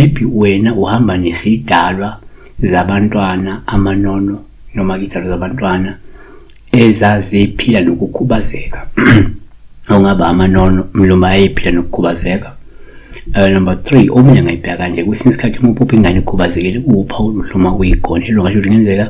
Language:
Zulu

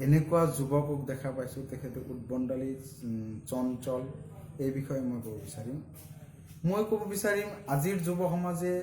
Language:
Assamese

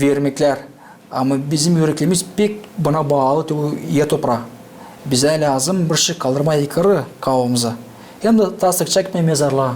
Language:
Gagauz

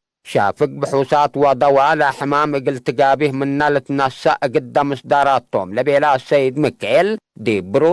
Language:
Tigre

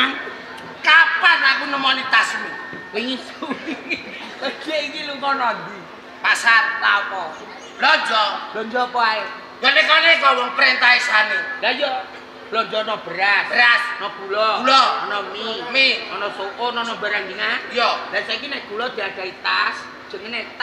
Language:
Javanese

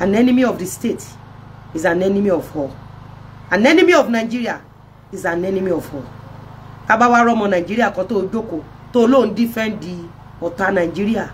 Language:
Yoruba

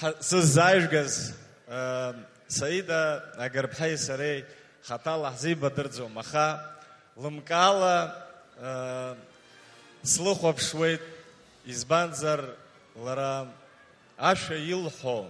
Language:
Abkhazian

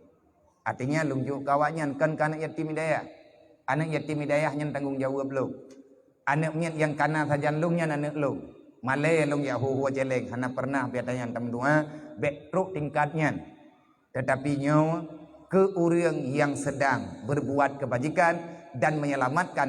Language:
Achinese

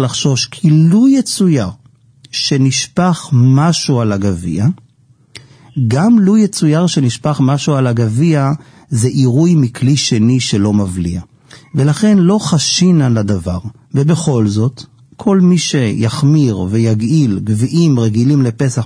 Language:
Hebrew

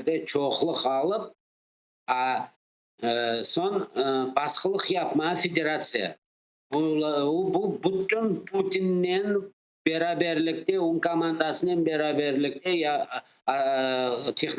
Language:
Crimean Tatar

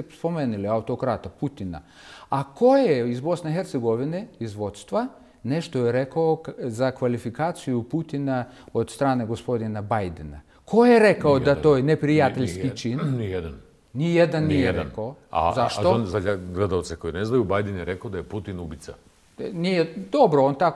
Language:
Bosnian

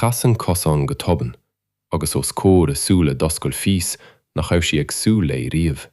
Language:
Irish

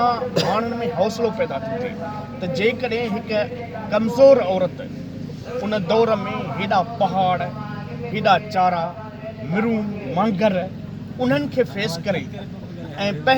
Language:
Sindhi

